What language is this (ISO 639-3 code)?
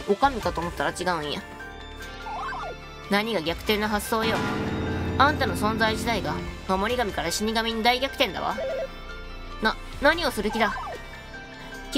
jpn